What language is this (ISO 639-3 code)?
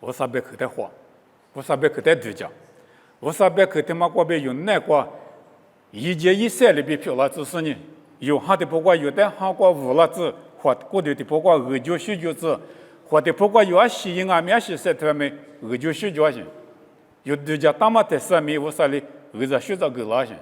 lis